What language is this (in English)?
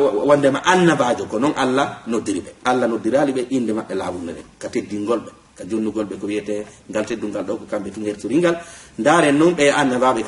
Fula